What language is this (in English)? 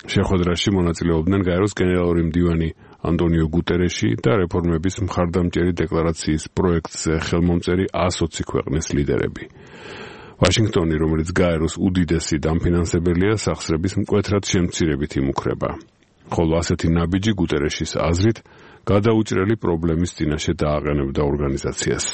Georgian